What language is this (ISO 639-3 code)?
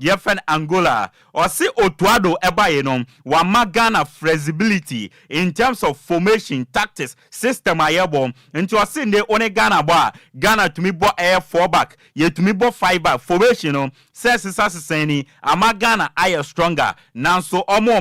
aka